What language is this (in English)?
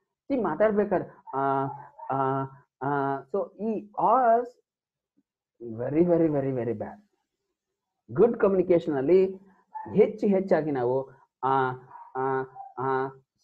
Kannada